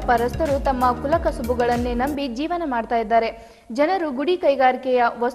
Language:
Kannada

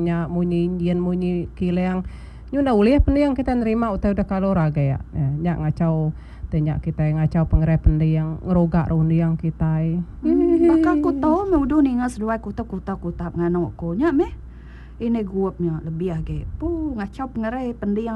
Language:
Iban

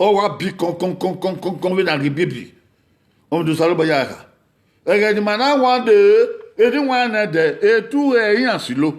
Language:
Bini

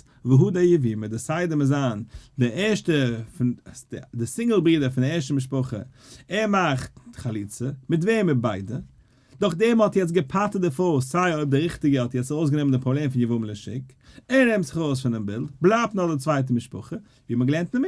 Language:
Yiddish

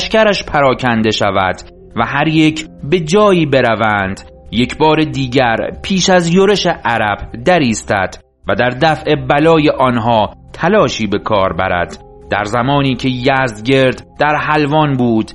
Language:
Persian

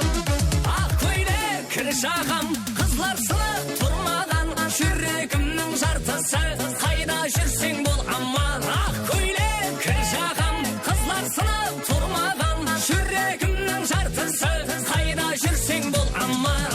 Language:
Kara-Kalpak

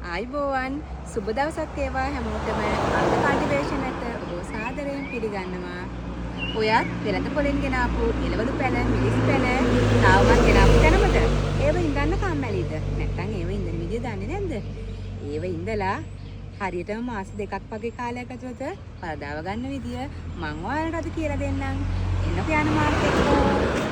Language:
Sinhala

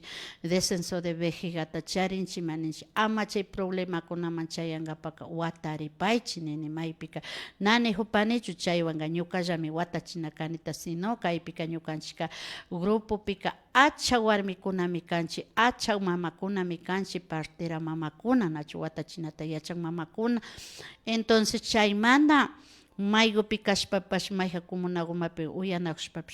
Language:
Imbabura Highland Quichua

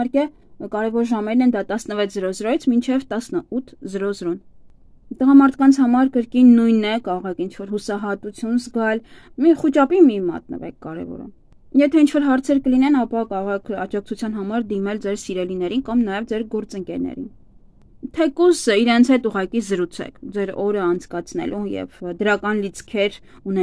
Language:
Armenian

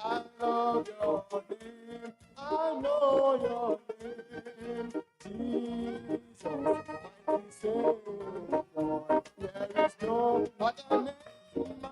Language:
Ewe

